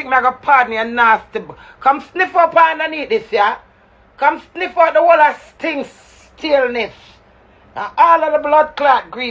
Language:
Jamaican Creole English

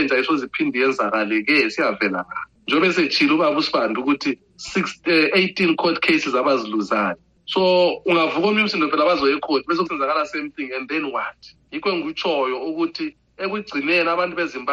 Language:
North Ndebele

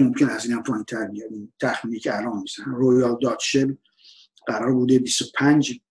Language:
Persian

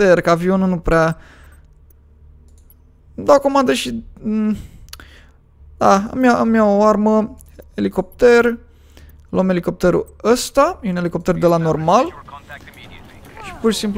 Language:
Romanian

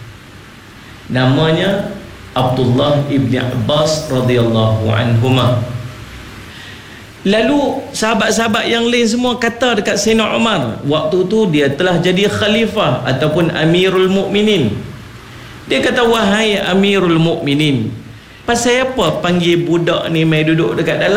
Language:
Malay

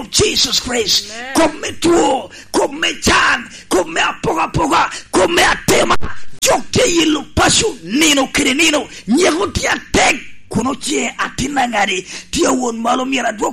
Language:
Lango (Uganda)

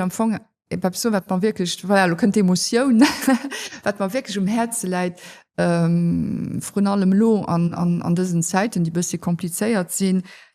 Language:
Luxembourgish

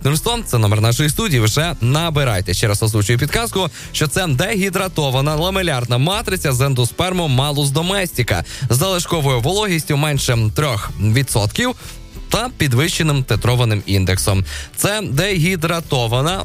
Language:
Ukrainian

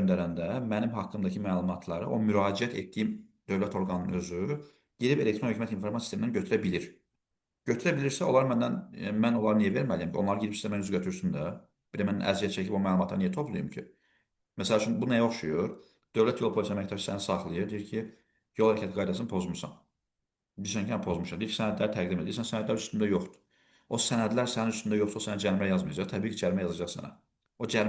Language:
Azerbaijani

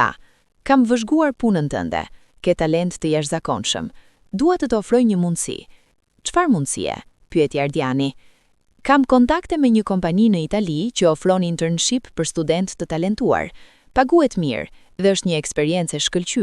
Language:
Albanian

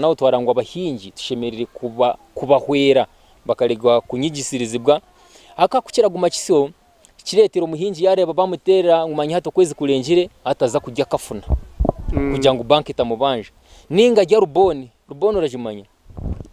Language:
Nyankole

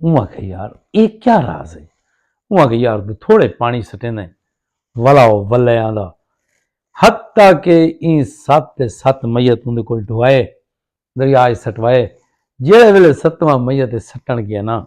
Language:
Saraiki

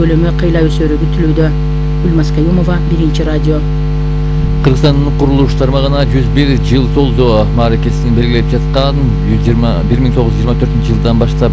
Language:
Kyrgyz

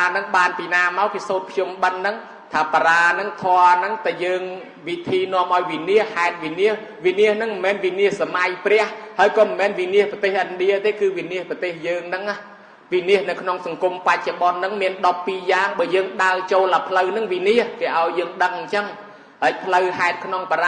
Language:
Khmer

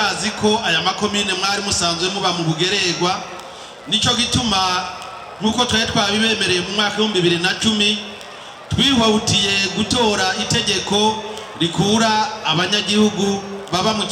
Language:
Rundi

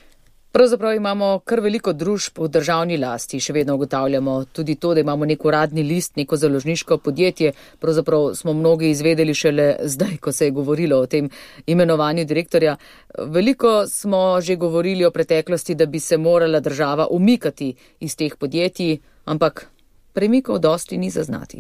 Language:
Slovenian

